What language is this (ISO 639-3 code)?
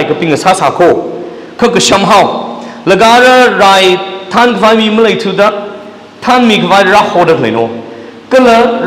nmf